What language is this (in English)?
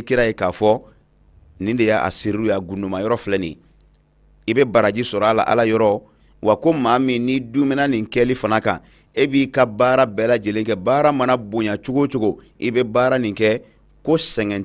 Bambara